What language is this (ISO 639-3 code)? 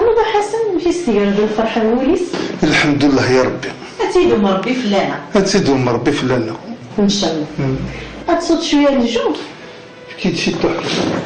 kab